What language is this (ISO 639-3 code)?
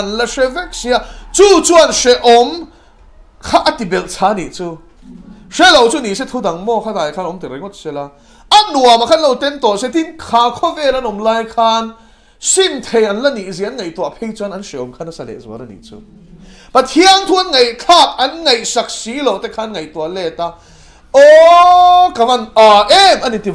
lus